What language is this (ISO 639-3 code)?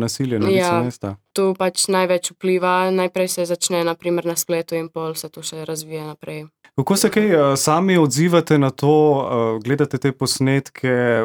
slv